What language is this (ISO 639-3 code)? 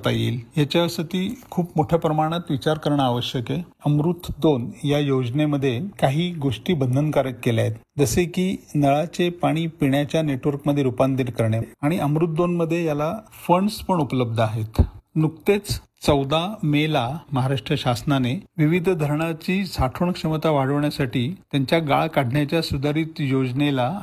mar